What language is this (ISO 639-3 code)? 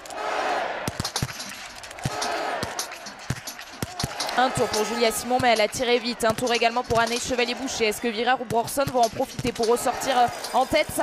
fra